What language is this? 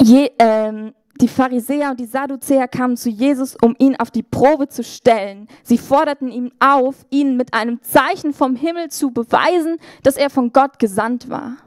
Swiss German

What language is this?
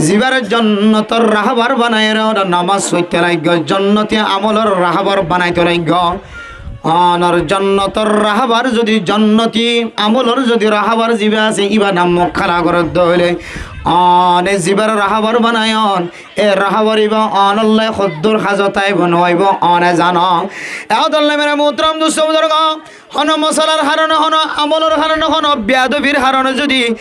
Rohingya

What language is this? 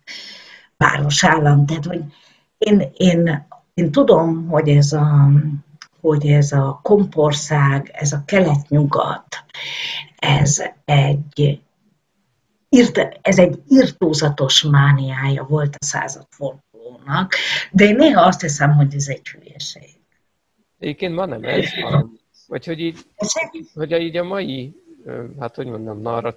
Hungarian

